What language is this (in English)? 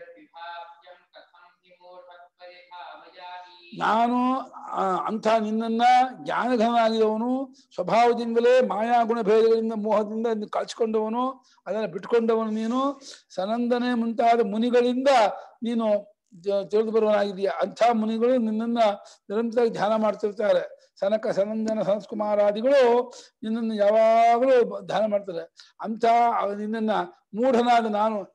Kannada